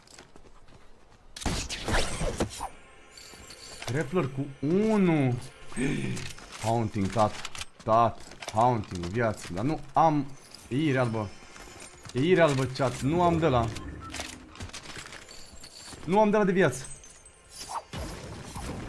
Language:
Romanian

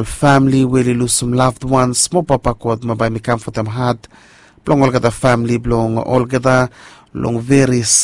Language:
Bislama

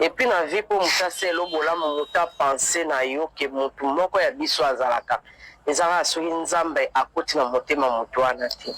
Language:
Lingala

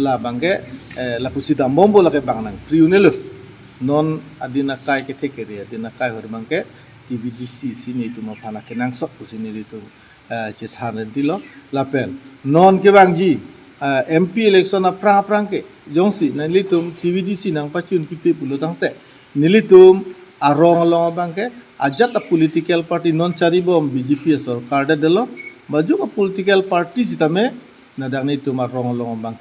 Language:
Karbi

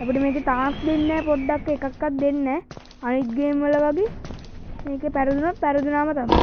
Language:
Sinhala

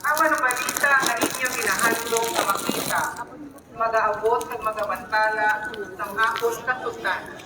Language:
Hiligaynon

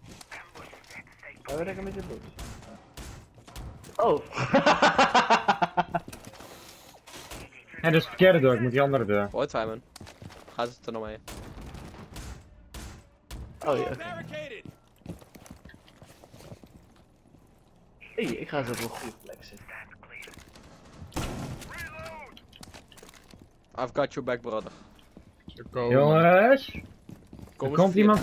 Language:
Dutch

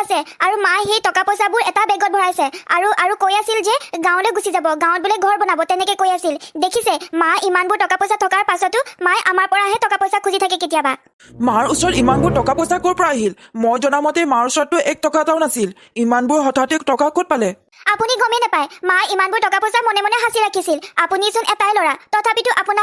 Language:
Assamese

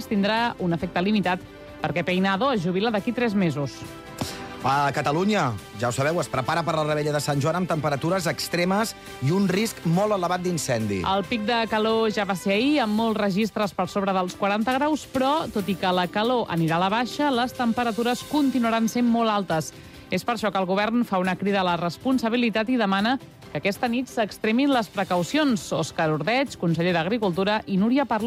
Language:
Catalan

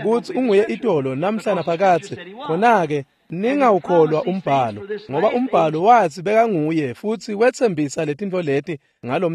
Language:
Swati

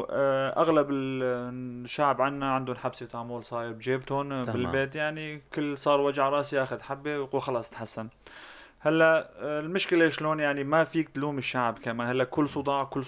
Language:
North Levantine Arabic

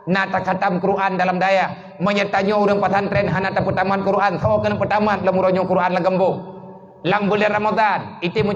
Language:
Achinese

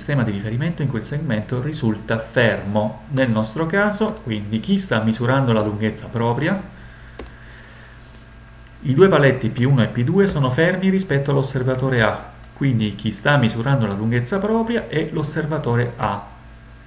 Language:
Italian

